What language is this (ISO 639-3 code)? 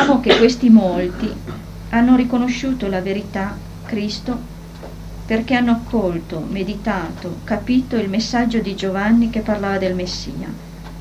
ita